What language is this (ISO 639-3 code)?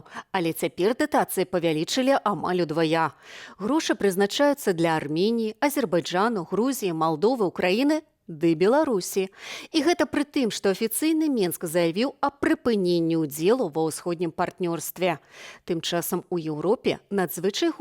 bel